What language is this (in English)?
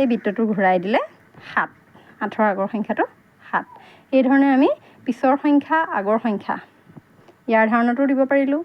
Assamese